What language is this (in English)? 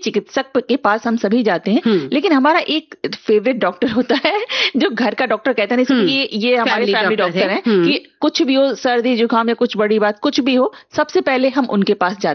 Hindi